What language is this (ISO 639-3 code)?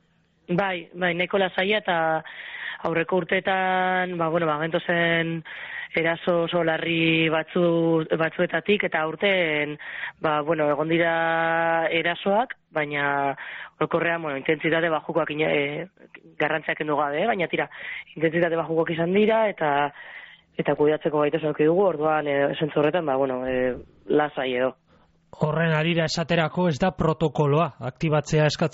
eus